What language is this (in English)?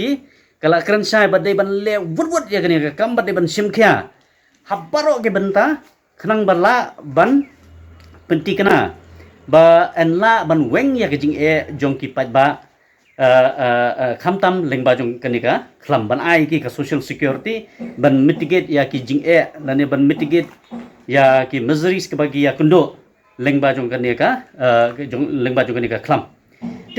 Khasi